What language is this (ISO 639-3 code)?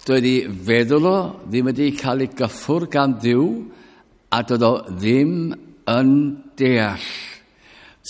cym